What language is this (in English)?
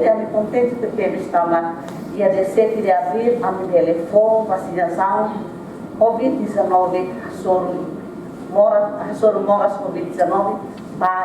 Tetum